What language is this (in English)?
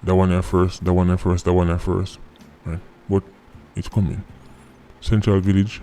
Jamaican Creole English